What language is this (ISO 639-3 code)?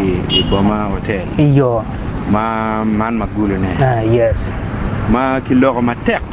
ach